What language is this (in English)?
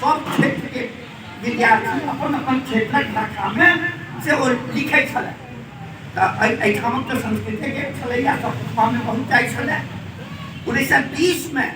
Maithili